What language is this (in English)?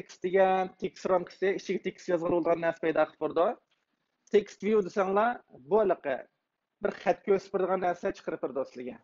Uyghur